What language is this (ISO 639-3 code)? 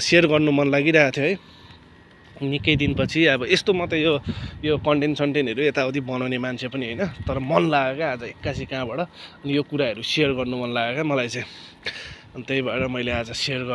nep